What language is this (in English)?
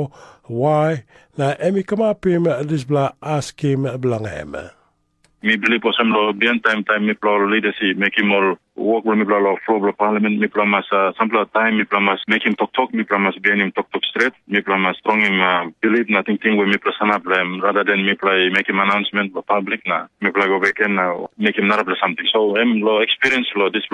Tok Pisin